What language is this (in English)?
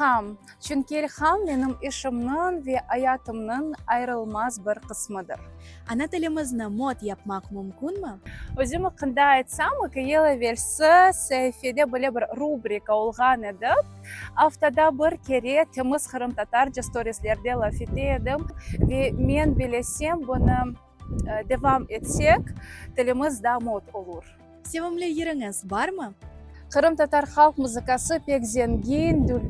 Crimean Tatar